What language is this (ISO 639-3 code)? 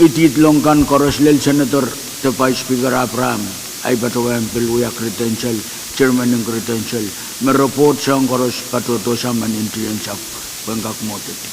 pon